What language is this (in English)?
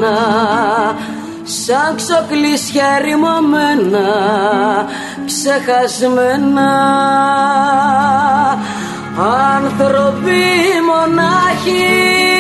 Greek